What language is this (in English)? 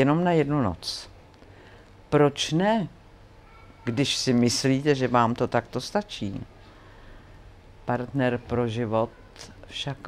Czech